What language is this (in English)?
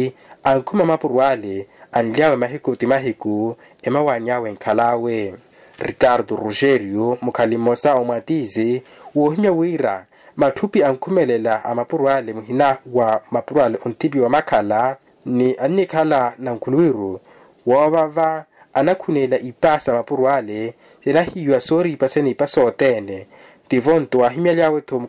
Makhuwa